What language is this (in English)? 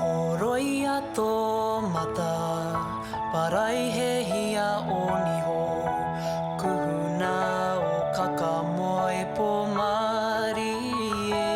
Māori